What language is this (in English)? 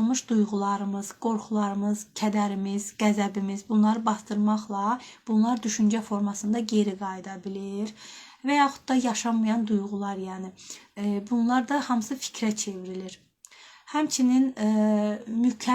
Azerbaijani